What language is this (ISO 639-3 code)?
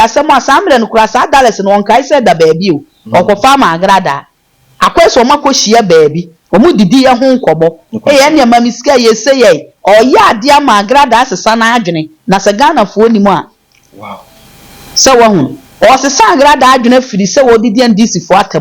aka